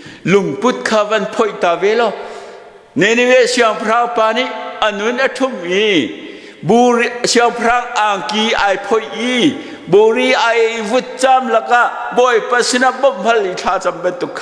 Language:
Hakha Chin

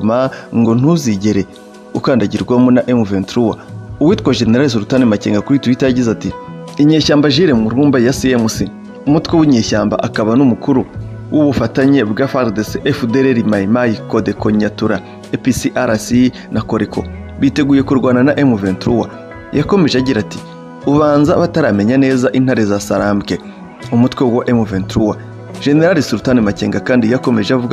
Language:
Kinyarwanda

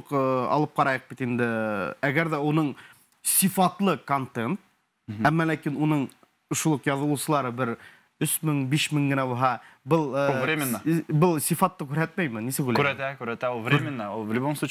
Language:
Bashkir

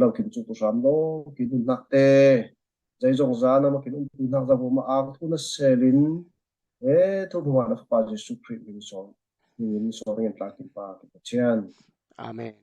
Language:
Falam Chin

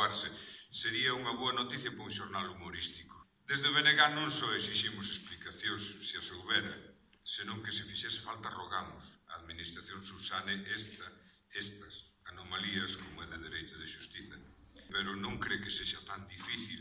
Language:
Galician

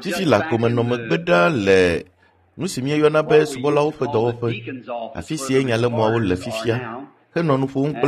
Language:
Ewe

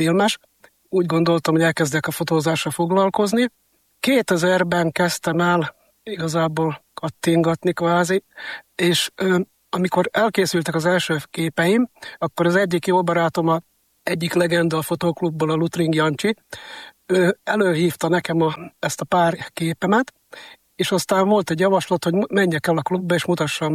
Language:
Hungarian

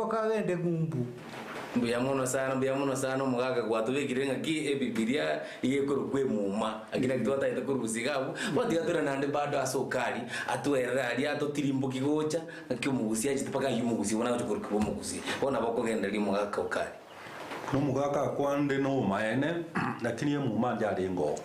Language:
Gusii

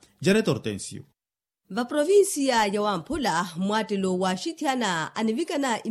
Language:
Makhuwa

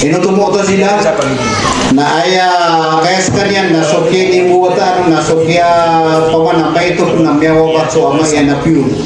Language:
Maranao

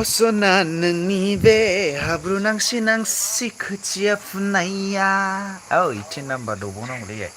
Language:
Bodo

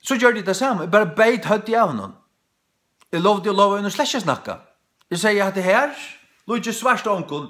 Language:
Faroese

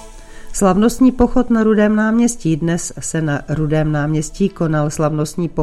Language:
Czech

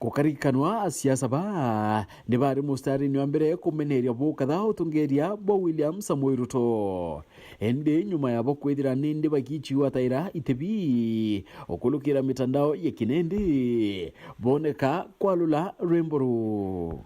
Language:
Meru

